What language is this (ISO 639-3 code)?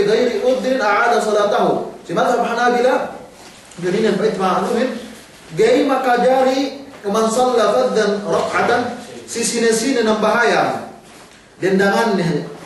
yka